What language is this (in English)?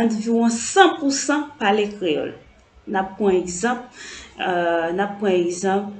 Haitian Creole